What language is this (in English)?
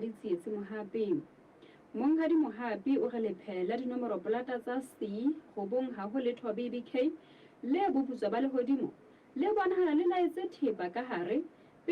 Southern Sotho